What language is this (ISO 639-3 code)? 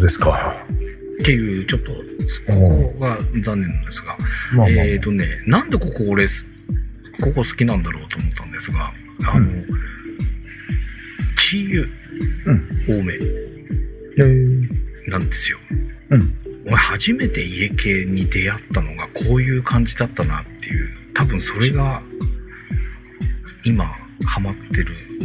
jpn